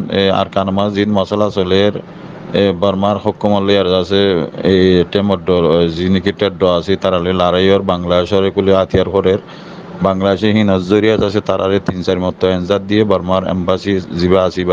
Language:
Rohingya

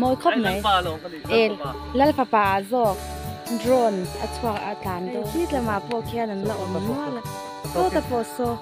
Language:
Mizo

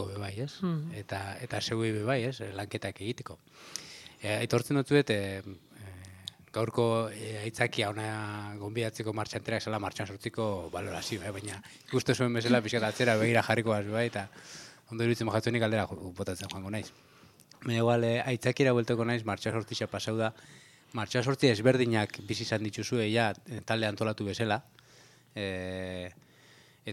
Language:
Basque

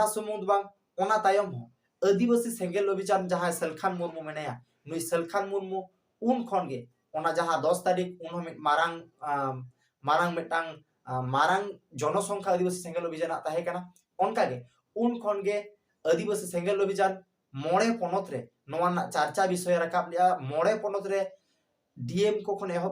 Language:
Santali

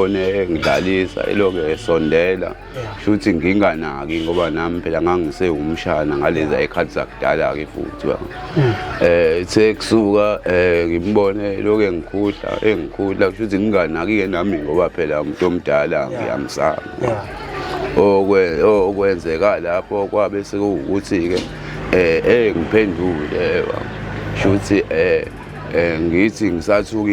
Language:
Zulu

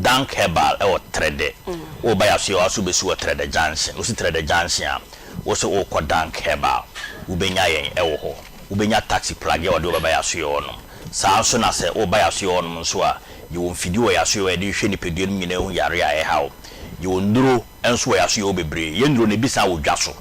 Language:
Akan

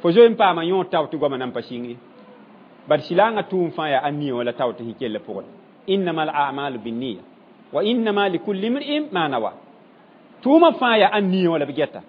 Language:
Mossi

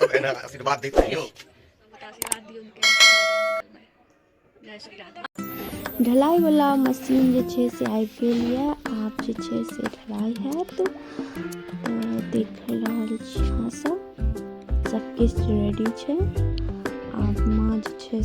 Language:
Maithili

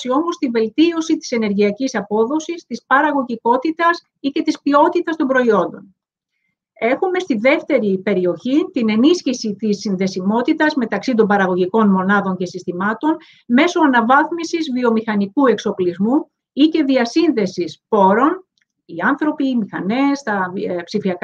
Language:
Greek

